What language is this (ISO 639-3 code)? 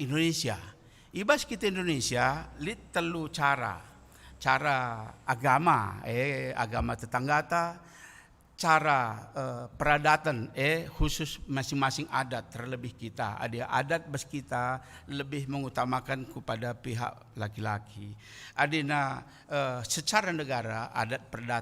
btx